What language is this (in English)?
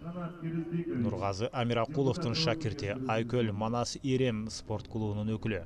Kyrgyz